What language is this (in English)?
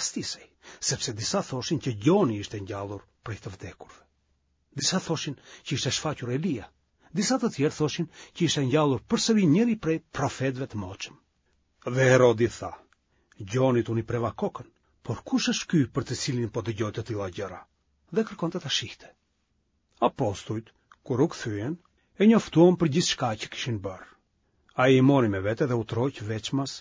Albanian